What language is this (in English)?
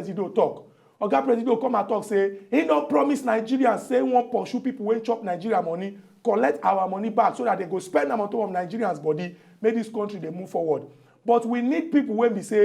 Nigerian Pidgin